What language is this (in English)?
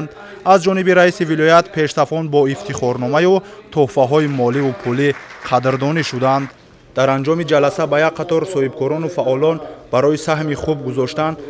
Tajik